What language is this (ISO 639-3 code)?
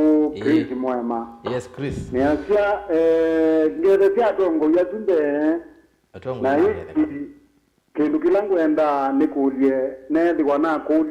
kam